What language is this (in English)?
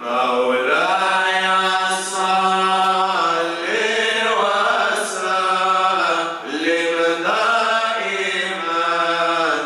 Kabardian